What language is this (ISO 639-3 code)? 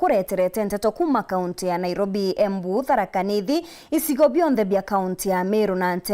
mer